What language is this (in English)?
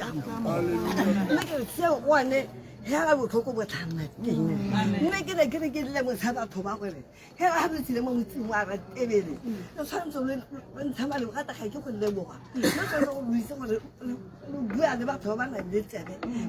Tswana